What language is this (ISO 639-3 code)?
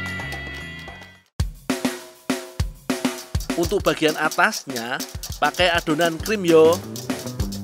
ind